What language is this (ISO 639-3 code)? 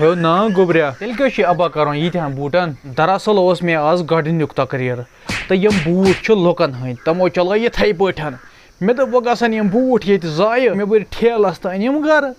kas